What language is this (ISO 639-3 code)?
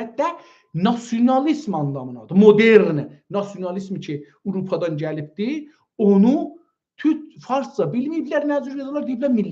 azb